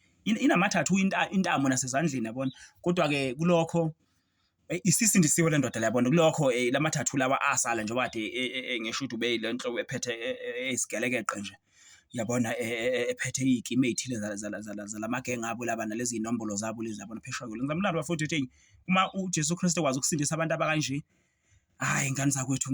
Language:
Zulu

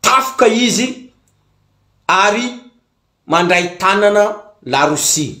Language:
Malagasy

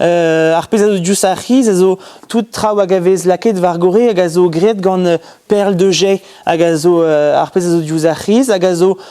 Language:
Breton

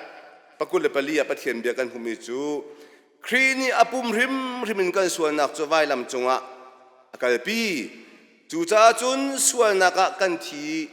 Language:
Hakha Chin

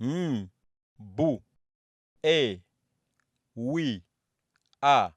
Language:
Nyanja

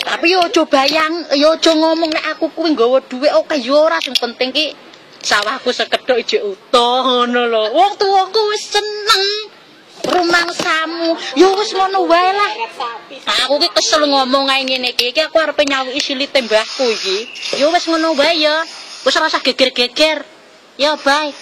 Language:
Javanese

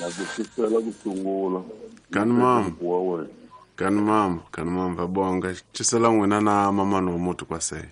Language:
Tsonga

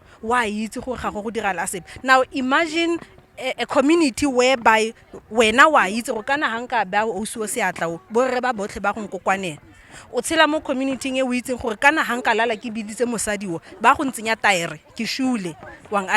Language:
Tswana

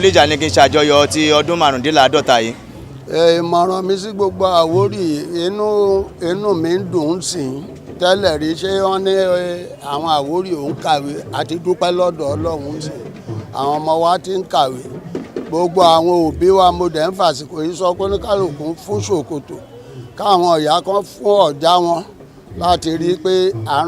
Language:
Yoruba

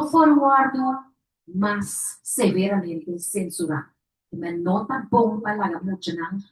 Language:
Papiamento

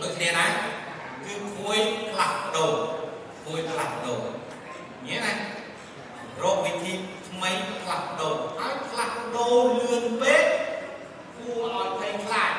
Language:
Khmer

